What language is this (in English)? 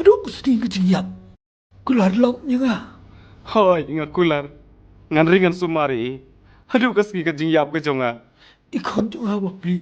Khasi